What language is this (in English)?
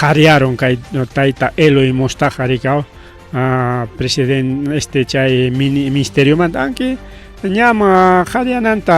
Ayacucho Quechua